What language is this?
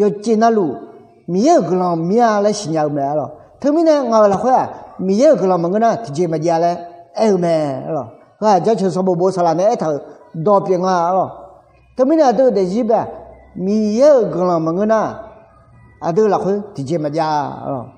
Akha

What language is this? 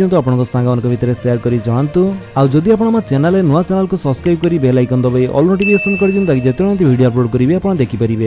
Odia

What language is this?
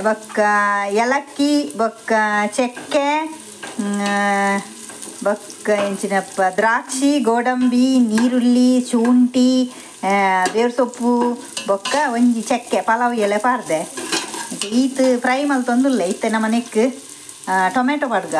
Tulu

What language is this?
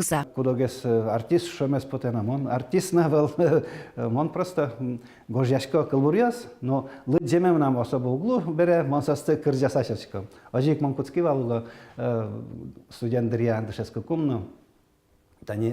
Udmurt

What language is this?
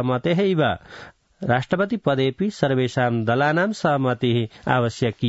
Sanskrit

